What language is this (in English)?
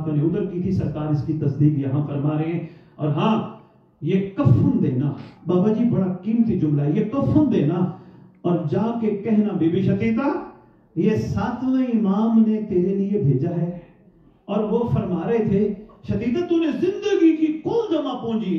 Urdu